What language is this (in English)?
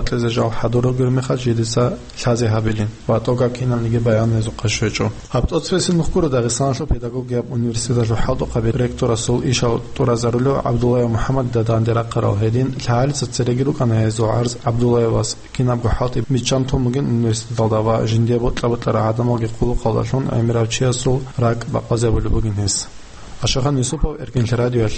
Avaric